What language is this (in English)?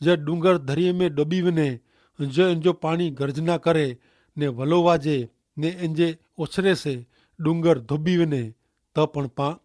Kachhi